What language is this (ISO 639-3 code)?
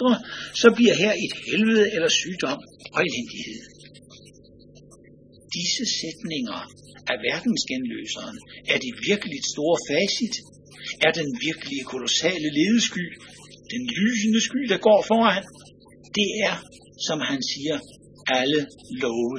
dan